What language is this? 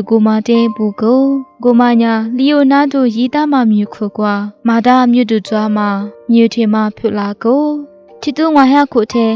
Lisu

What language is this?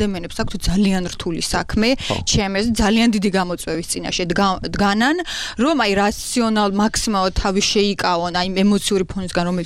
Georgian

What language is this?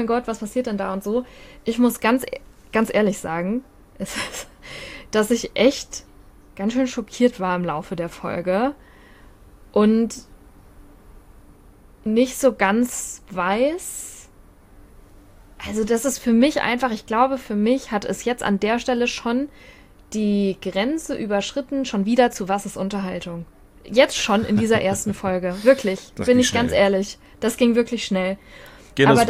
German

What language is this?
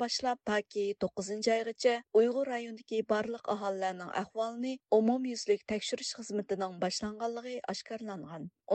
Uyghur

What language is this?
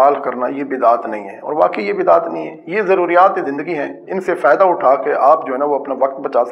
Urdu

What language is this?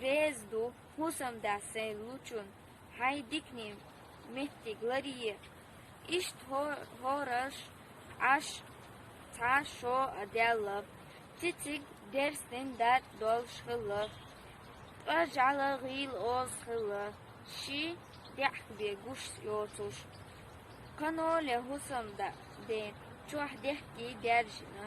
Chechen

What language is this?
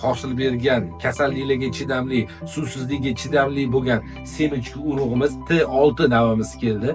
Uzbek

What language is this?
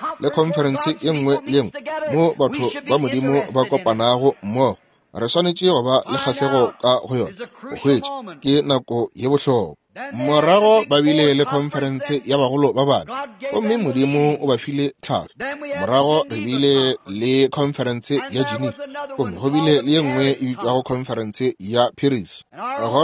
Northern Sotho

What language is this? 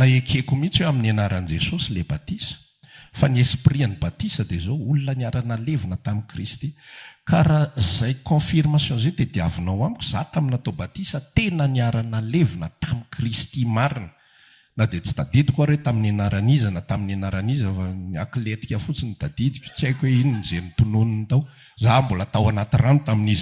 Malagasy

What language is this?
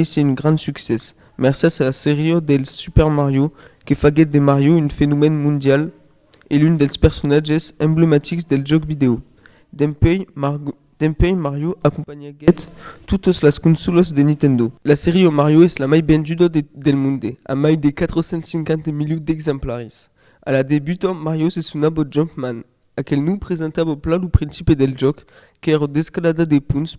Occitan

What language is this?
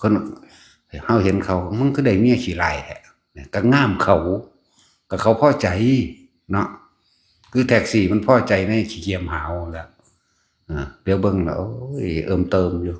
Northeastern Thai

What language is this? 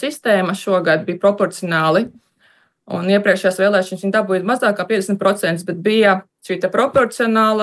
Latvian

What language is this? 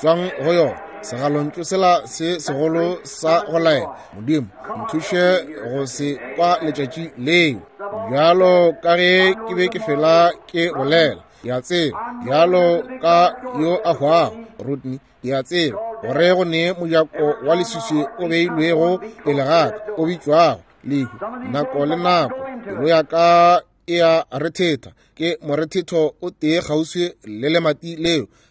Northern Sotho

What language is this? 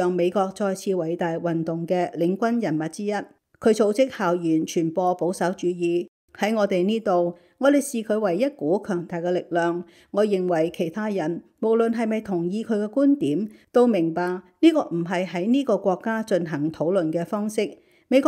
Cantonese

